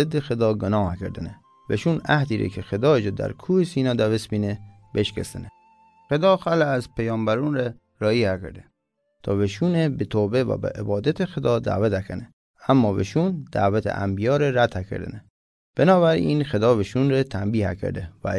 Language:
Mazanderani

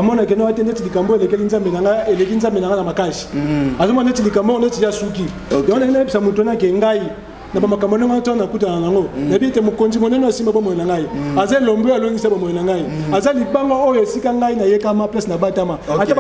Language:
Lingala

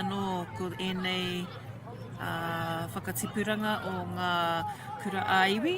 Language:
Māori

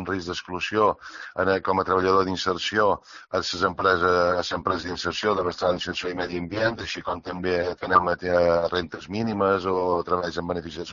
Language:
Catalan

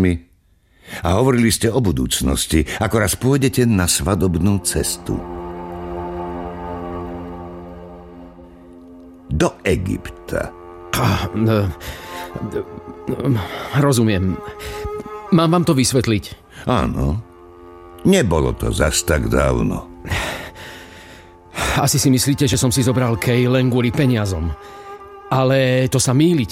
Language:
Slovak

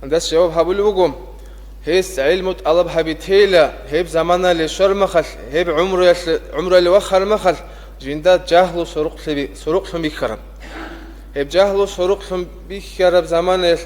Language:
Avaric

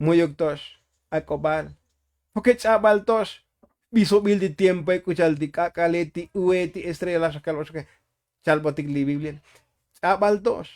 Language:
Tzotzil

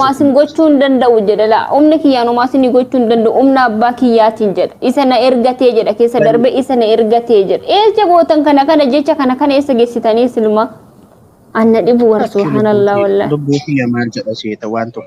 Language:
Oromo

